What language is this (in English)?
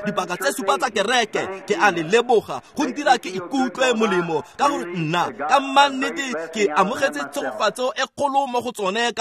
Tswana